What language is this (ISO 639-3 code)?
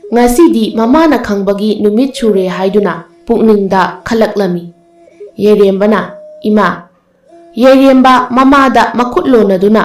mni